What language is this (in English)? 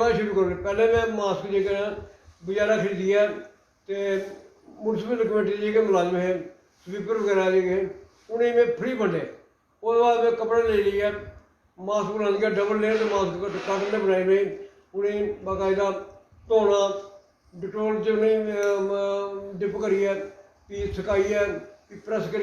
Dogri